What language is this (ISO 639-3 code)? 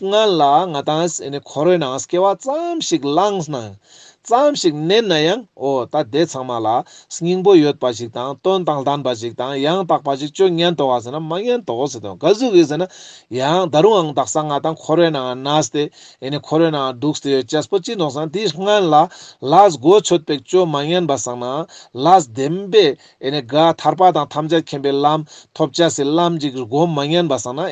lbj